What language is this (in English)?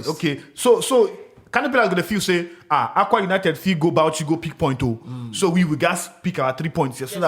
Nigerian Pidgin